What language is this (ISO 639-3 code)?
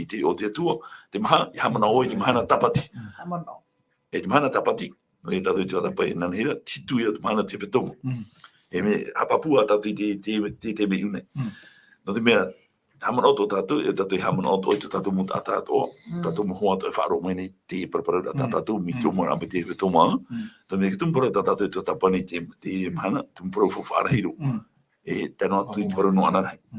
tah